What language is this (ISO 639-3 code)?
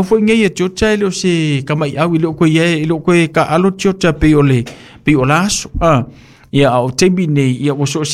smo